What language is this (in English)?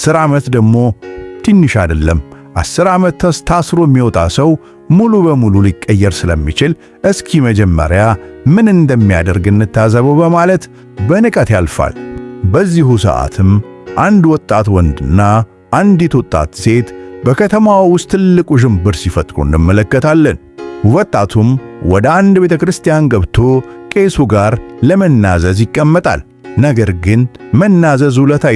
Amharic